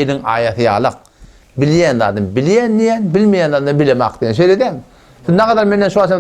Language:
Turkmen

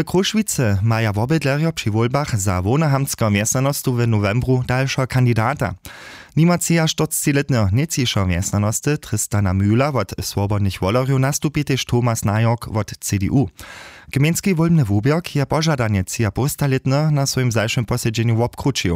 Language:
Upper Sorbian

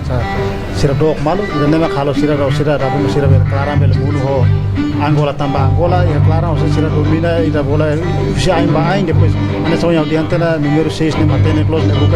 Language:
Tetum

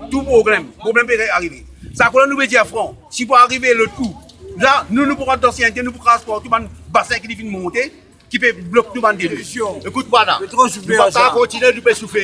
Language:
Morisyen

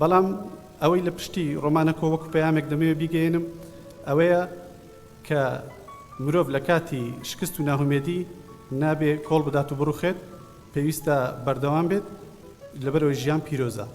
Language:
Central Kurdish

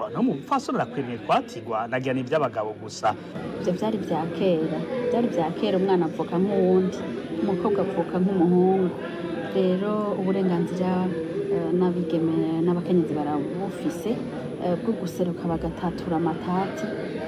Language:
Rundi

